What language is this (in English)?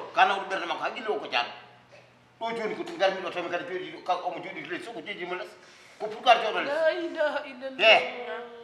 Fula